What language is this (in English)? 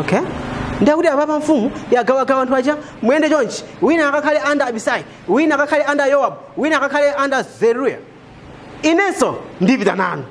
Nyanja